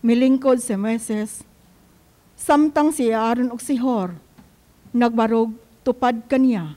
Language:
Cebuano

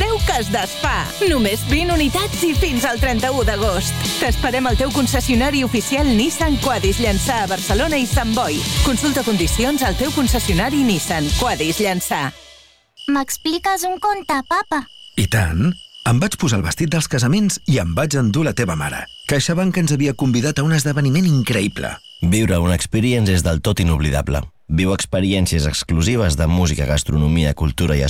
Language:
Catalan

